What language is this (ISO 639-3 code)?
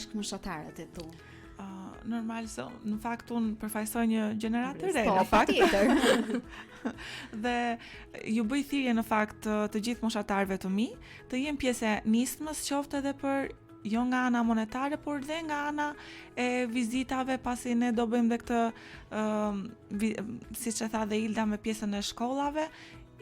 sqi